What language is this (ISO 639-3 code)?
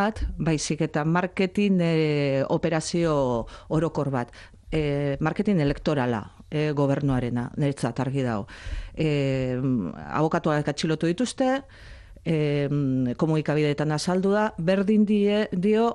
eus